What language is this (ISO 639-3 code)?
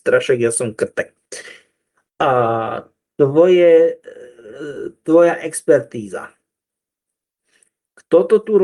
slk